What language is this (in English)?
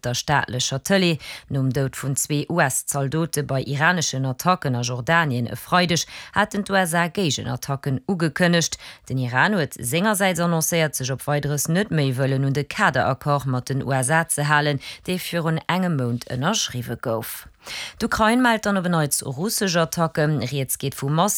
Luxembourgish